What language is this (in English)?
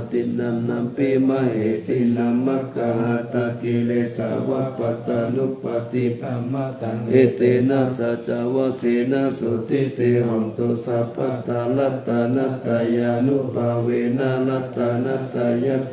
Pali